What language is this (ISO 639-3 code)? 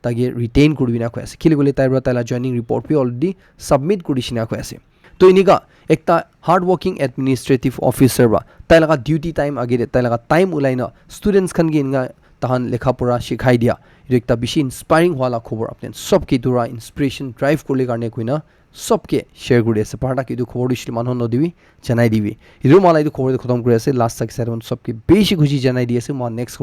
nag